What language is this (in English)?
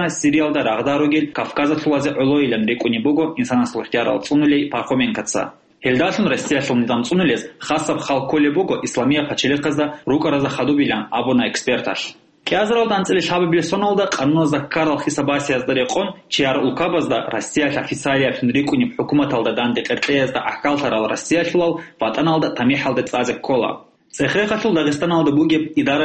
Avaric